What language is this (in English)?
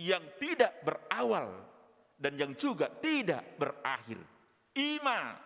Batak Toba